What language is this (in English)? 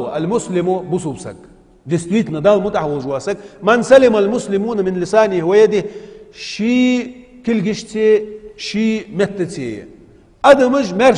Ingush